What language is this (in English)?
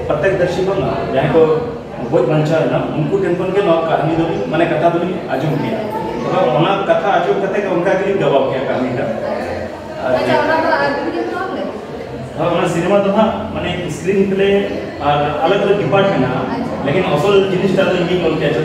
Santali